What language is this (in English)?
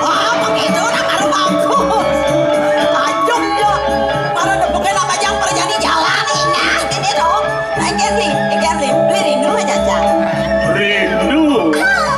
Balinese